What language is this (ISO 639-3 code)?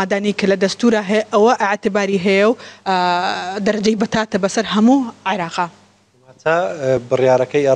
ckb